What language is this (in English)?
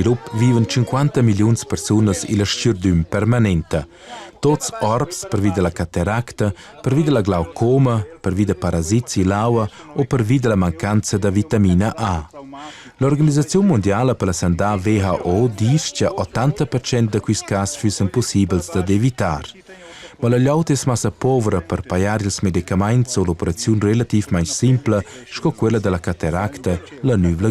Romansh